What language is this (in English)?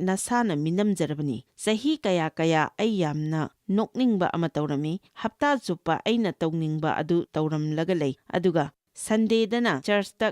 Manipuri